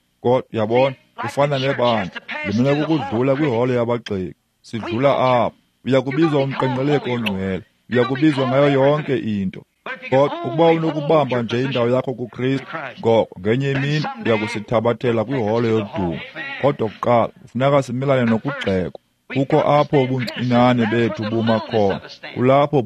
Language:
Xhosa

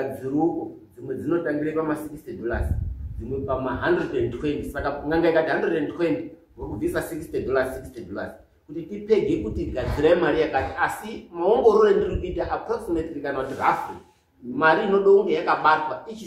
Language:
Shona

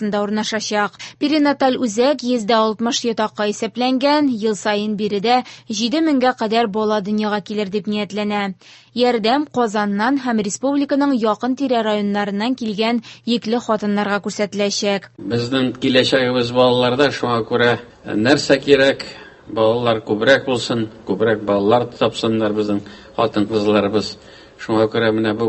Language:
Tatar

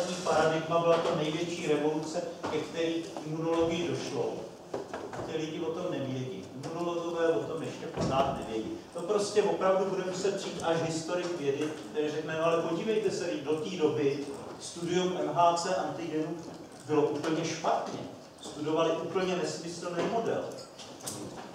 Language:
Czech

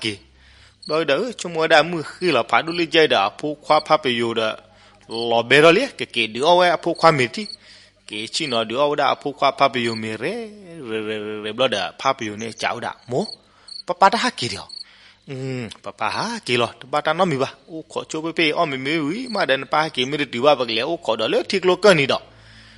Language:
S'gaw Karen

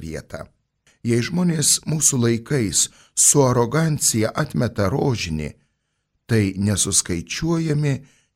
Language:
Lithuanian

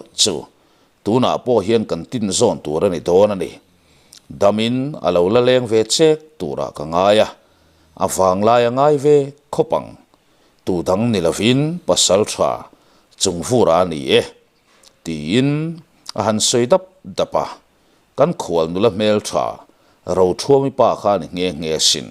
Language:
Mizo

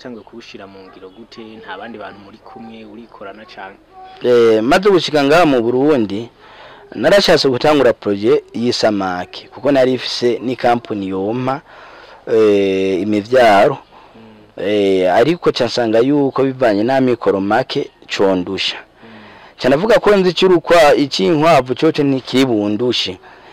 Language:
Rundi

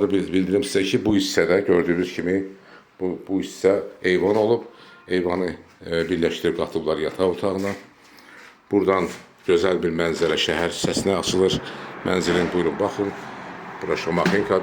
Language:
Azerbaijani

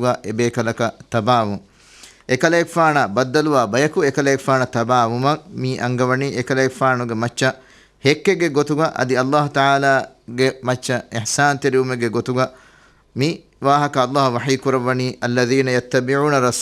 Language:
Divehi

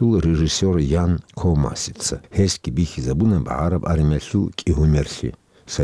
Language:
Avaric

